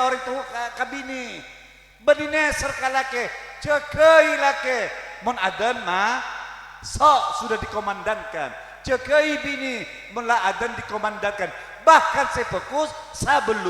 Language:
Madurese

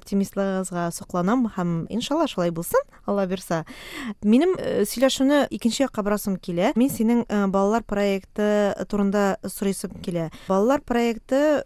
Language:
Tatar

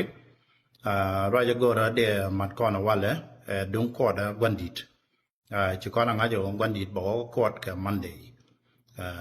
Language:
Nuer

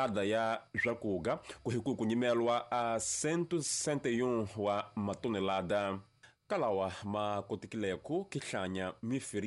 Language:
Tsonga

